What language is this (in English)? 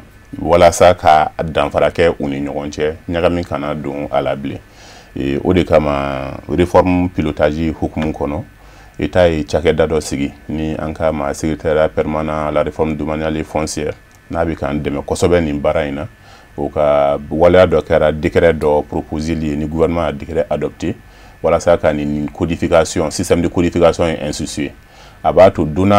Bambara